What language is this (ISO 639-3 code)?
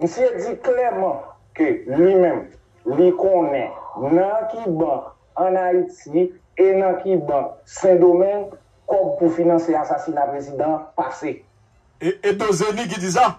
hat